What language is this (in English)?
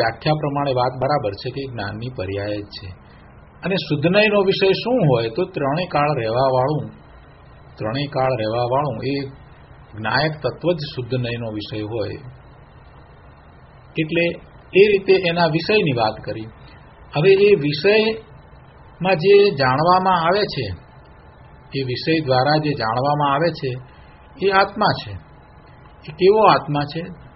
Gujarati